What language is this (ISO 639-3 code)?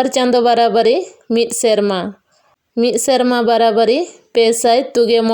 sat